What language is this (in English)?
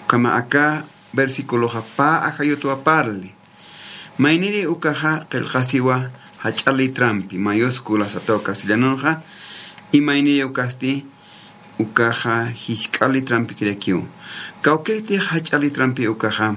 Aymara